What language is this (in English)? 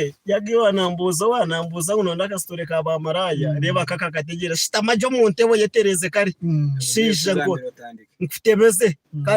Nyankole